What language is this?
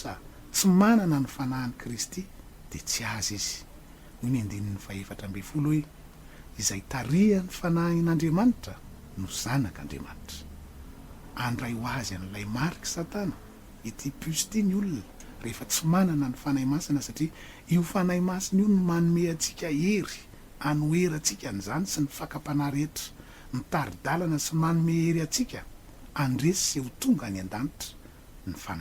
Malagasy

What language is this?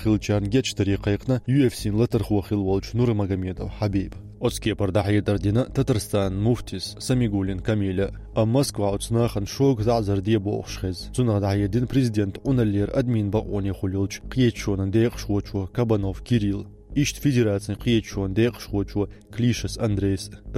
Chechen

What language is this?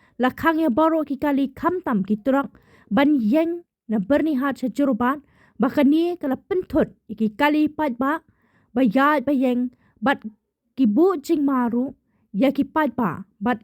Khasi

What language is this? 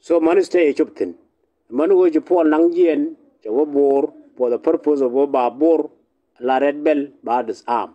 Nuer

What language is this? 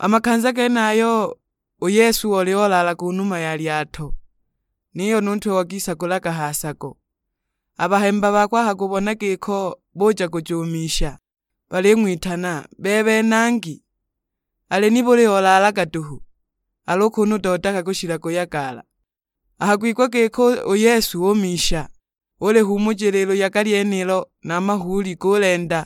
Sukuma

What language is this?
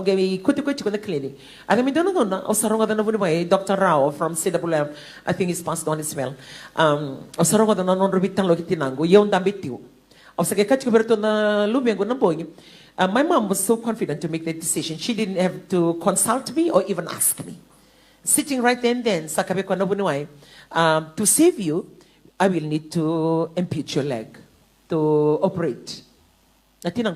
Fijian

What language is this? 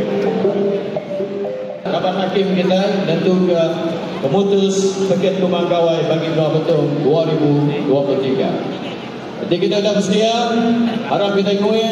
Iban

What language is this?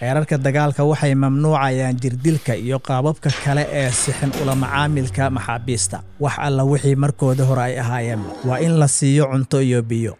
Somali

